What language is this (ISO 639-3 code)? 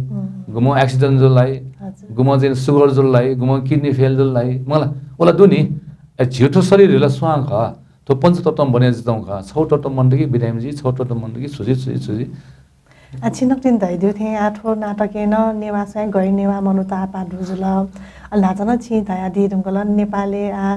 new